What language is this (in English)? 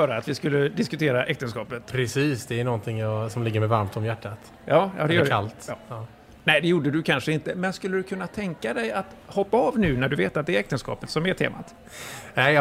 Swedish